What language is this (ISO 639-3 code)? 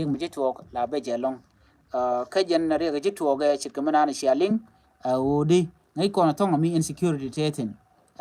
nus